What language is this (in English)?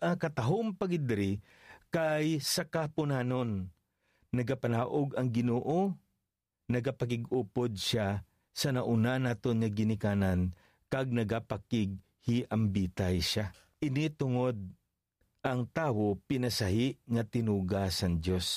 Hiligaynon